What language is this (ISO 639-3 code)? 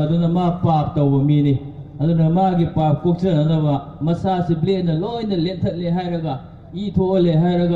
mni